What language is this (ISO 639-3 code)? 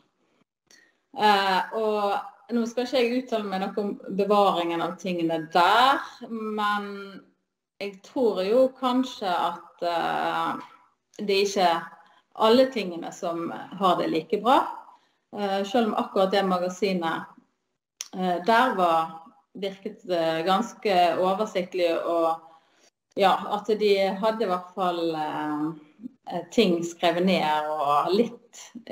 nor